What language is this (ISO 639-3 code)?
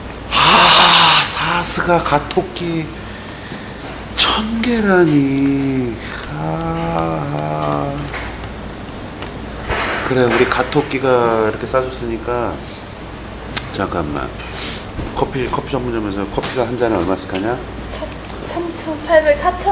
kor